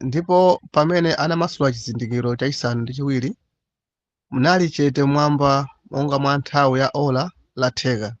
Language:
Nyanja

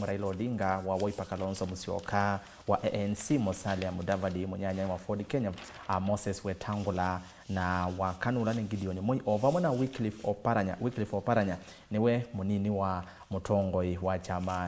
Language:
Kamba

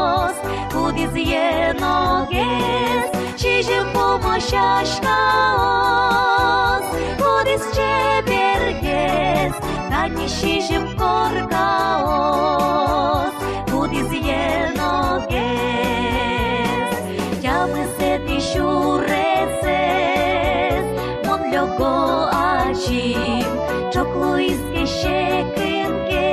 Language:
Udmurt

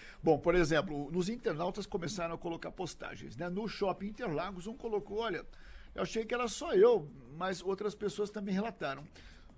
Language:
Portuguese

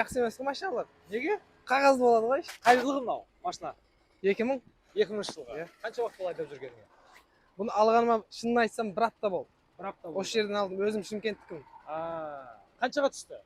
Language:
Kazakh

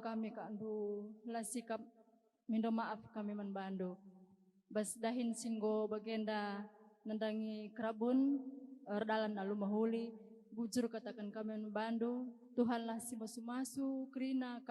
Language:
Batak Karo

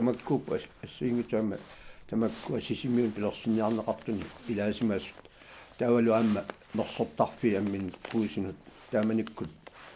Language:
Kalaallisut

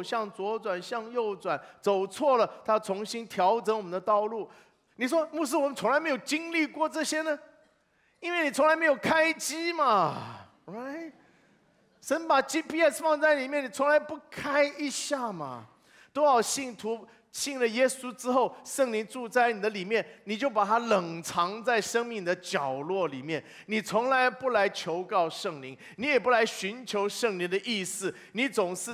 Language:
Chinese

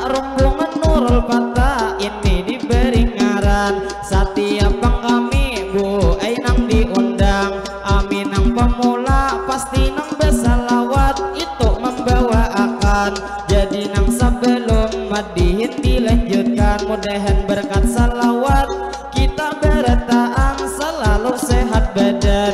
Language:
Banjar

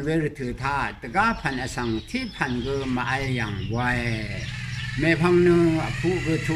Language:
Rawang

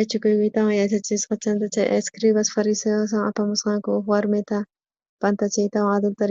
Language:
South Bolivian Quechua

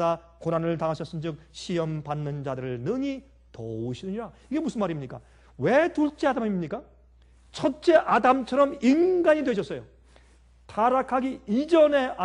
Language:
Korean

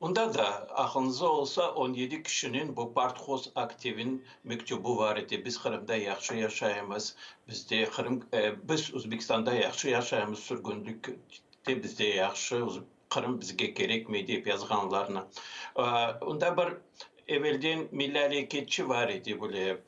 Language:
Crimean Tatar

